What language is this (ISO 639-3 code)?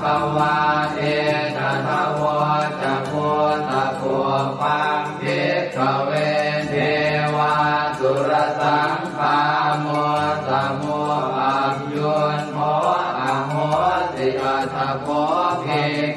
pli